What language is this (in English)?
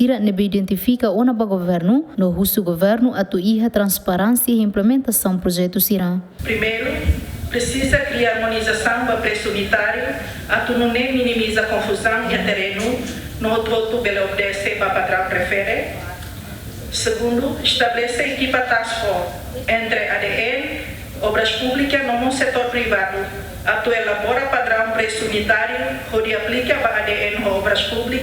Tetum